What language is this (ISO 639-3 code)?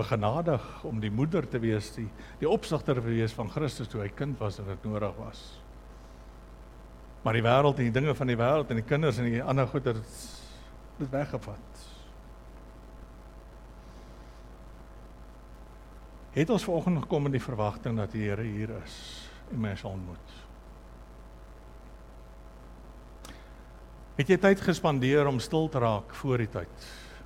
afr